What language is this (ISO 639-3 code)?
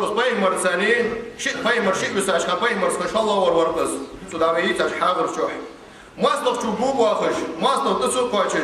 inh